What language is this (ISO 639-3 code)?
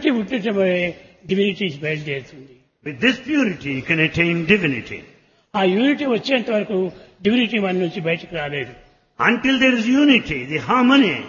tel